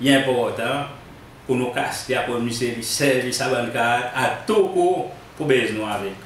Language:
Seselwa Creole French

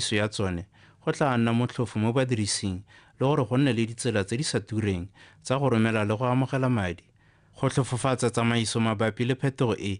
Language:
Tswana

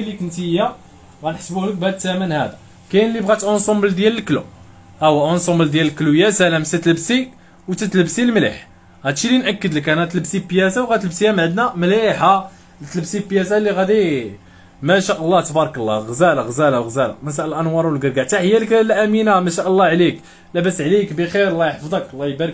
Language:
Moroccan Arabic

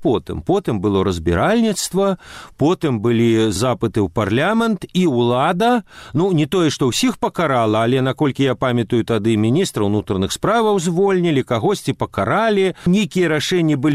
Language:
Belarusian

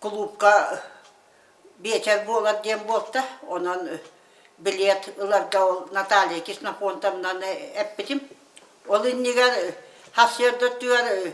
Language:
Yakut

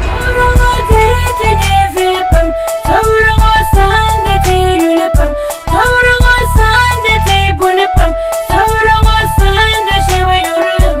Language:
Dagbani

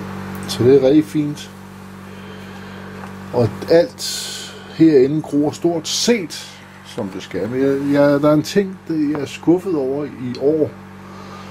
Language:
Danish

